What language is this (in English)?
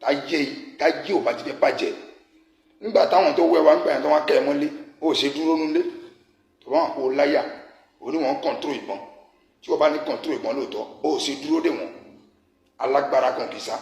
Yoruba